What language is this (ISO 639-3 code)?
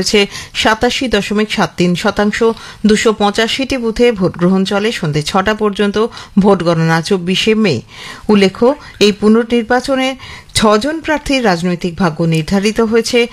ben